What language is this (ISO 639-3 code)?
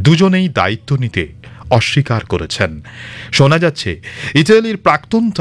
ben